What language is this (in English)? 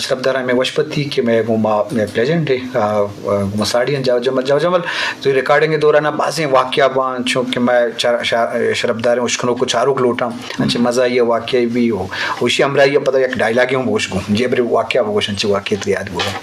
Eastern Balochi